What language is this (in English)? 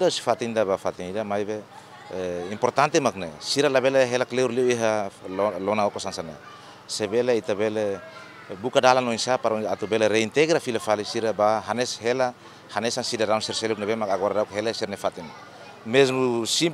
Tetum